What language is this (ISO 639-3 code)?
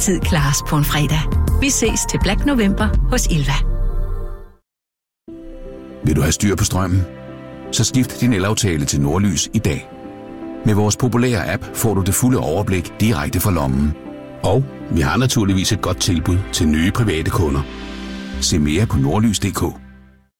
dan